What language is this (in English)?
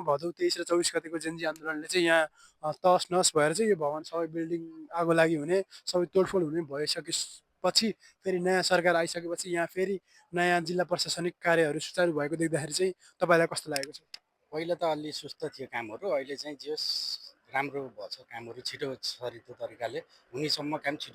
Nepali